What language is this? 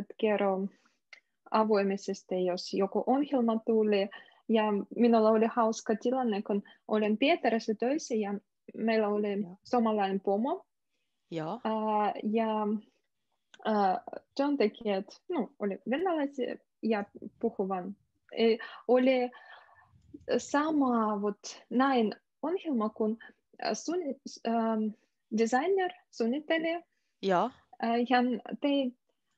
Finnish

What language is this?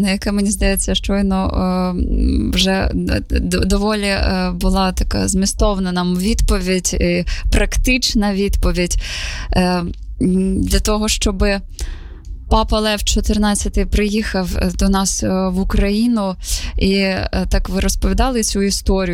Ukrainian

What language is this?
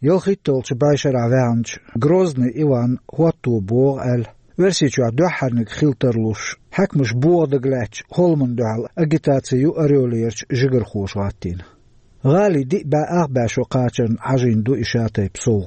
Chechen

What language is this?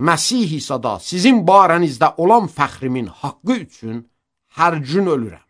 Azerbaijani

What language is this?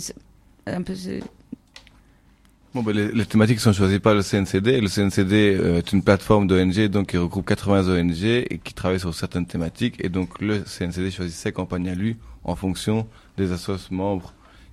French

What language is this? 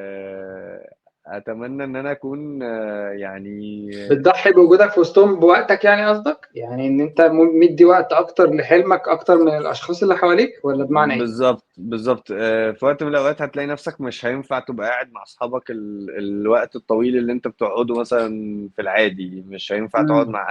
Egyptian Arabic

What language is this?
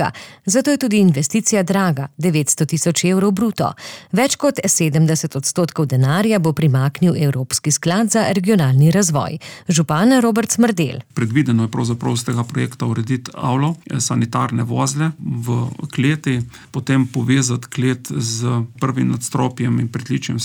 Slovenian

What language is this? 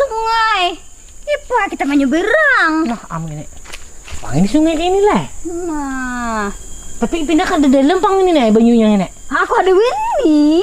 Banjar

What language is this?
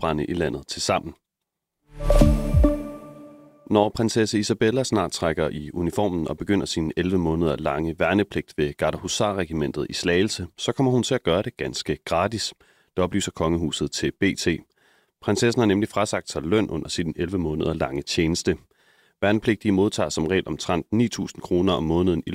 Danish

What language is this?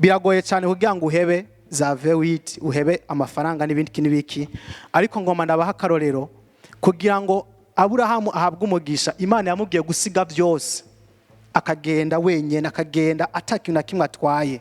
Rundi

